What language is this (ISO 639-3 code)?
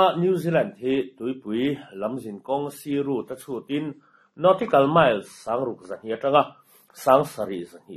lus